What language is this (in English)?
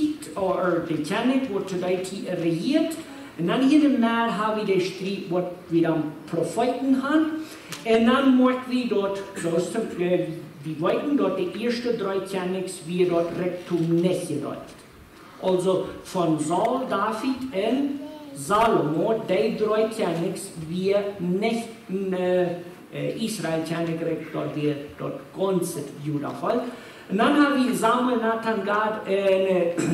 Plautdietsch